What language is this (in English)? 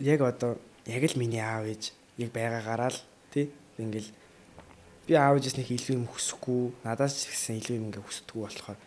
Mongolian